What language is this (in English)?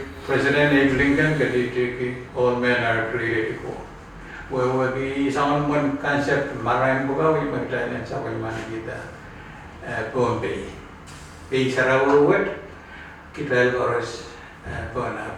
Pohnpeian